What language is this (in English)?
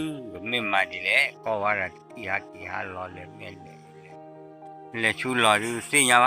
S'gaw Karen